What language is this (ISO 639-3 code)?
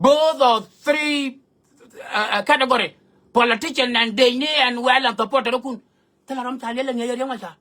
nus